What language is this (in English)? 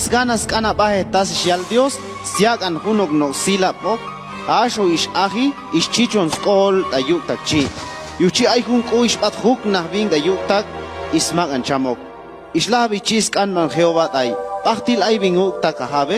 Chuj